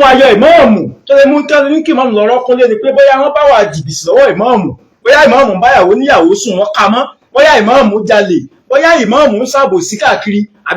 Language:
Yoruba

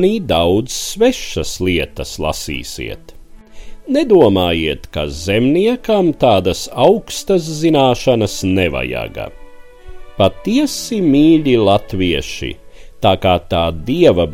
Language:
Latvian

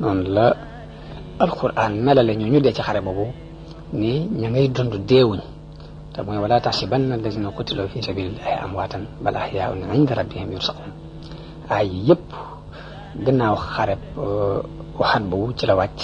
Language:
Wolof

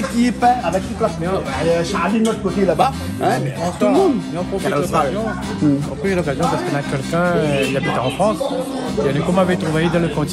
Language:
Réunion Creole French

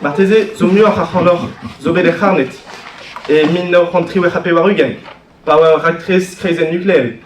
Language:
Breton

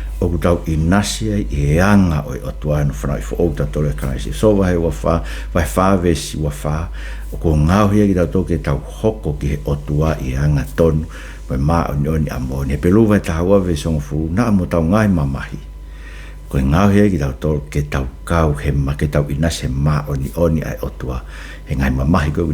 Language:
Tongan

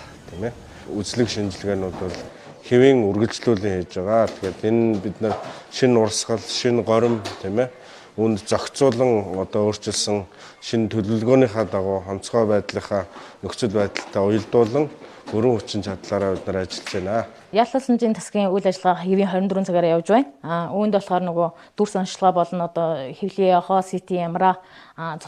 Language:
Mongolian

